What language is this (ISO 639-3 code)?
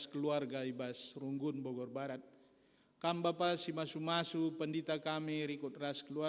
btx